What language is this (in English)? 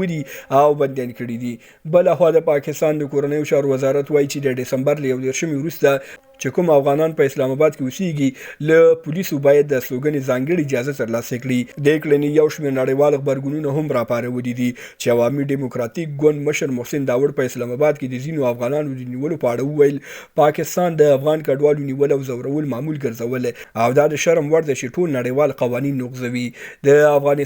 Pashto